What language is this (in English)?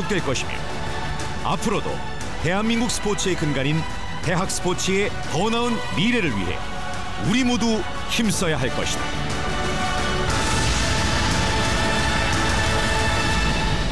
Korean